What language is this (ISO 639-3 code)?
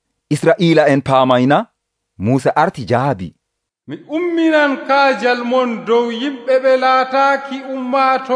fuv